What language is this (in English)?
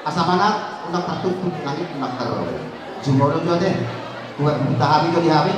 Batak Toba